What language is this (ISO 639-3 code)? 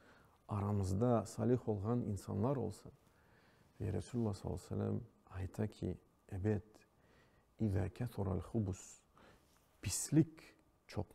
crh